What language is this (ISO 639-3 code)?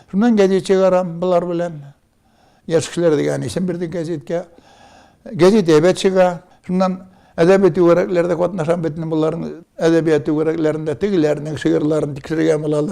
tat